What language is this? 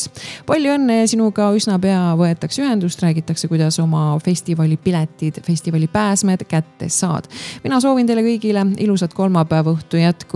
Estonian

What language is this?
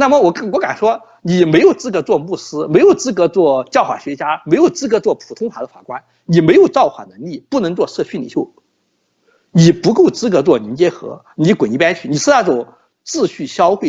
Chinese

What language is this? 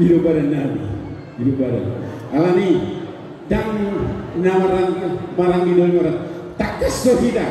Batak Toba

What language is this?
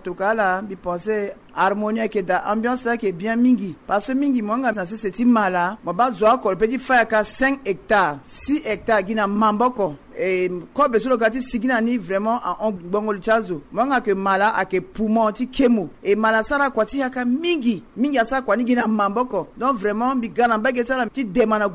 Sango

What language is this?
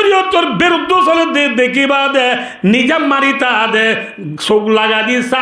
Rohingya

